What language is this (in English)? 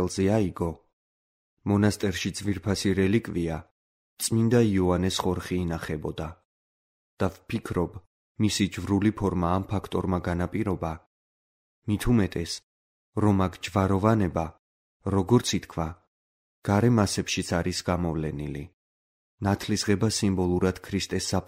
Georgian